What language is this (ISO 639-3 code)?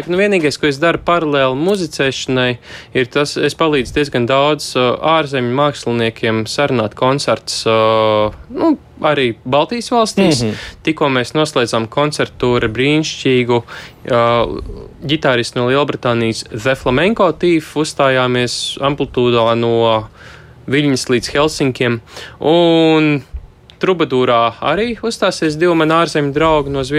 lav